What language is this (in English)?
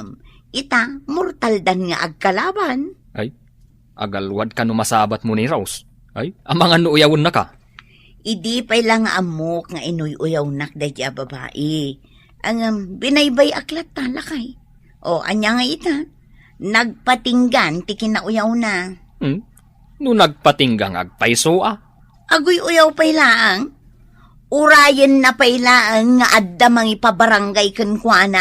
Iloko